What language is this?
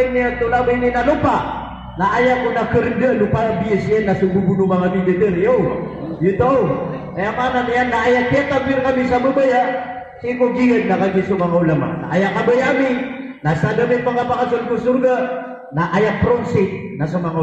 Maranao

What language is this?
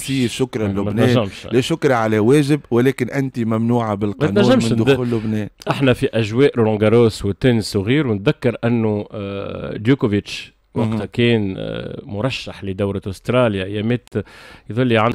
Tunisian Arabic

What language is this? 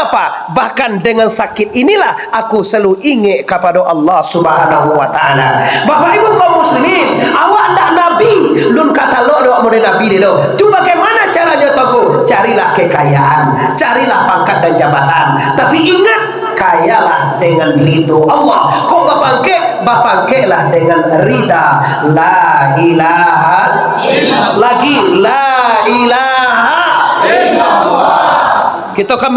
Minangkabau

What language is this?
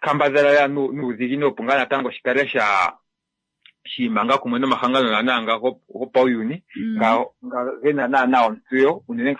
Kuanyama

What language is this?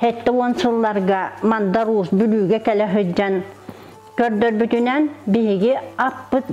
Yakut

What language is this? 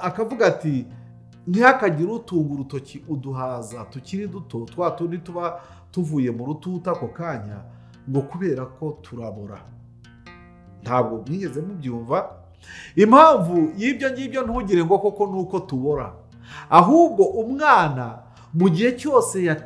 Kinyarwanda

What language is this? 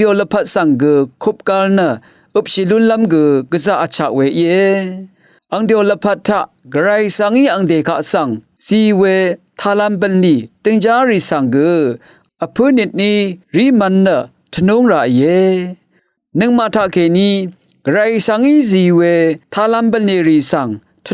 Rawang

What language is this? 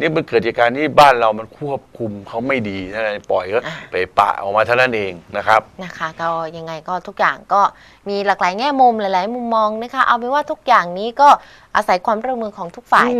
Thai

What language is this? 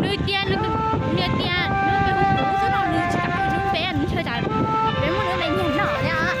Hmong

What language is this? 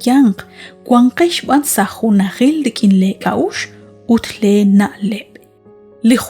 Kekchí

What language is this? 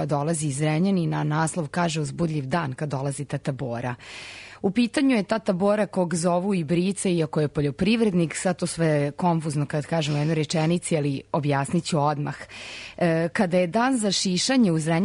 Serbian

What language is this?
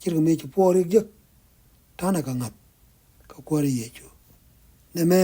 Nuer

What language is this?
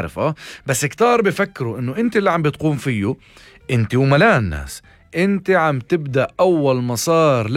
North Levantine Arabic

